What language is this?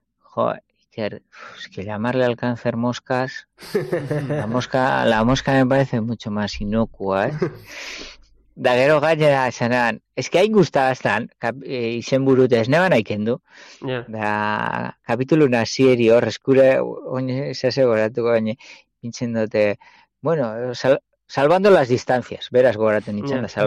Basque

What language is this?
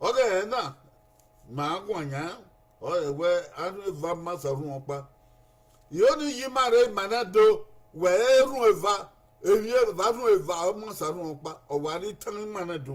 Bini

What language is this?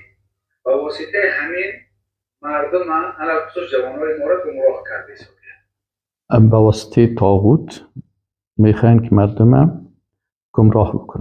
Persian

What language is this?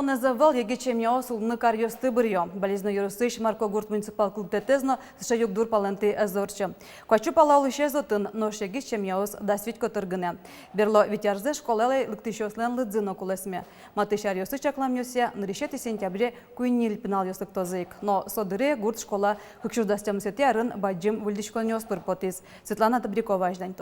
Udmurt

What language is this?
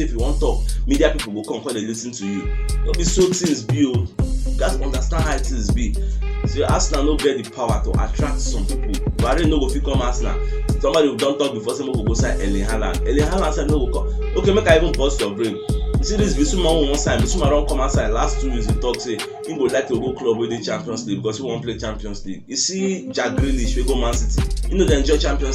Nigerian Pidgin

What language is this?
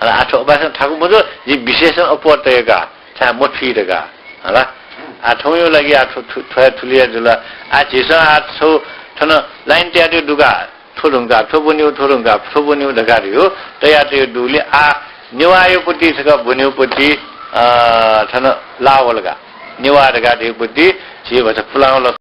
Newari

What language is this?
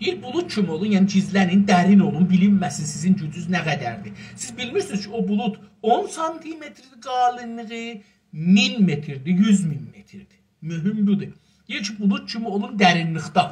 South Azerbaijani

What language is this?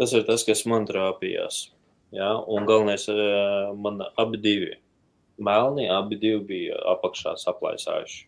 Latvian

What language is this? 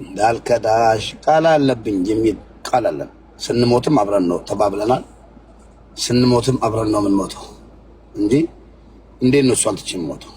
Amharic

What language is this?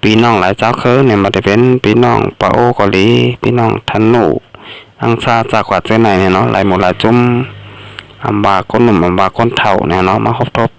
Shan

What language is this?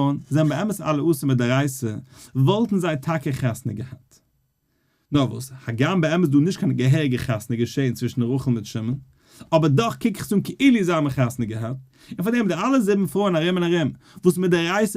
Yiddish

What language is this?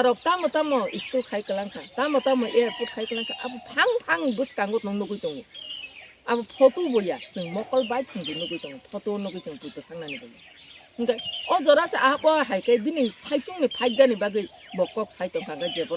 Kok Borok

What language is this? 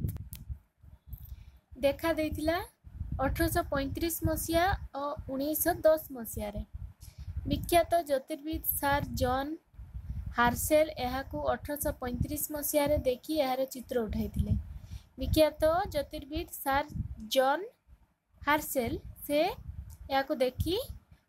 Odia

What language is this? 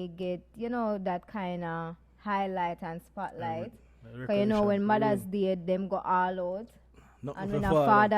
Jamaican Creole English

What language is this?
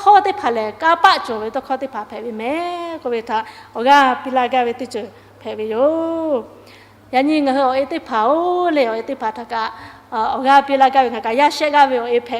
Lahu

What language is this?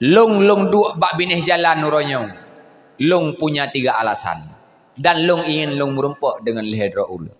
Achinese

